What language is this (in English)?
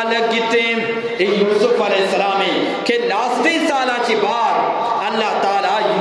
Eastern Balochi